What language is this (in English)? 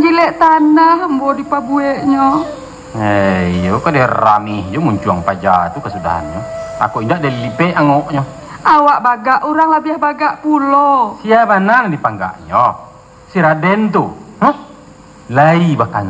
Minangkabau